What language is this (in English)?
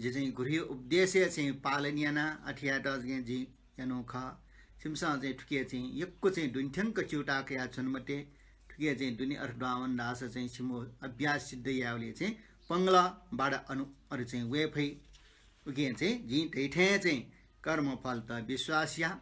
Newari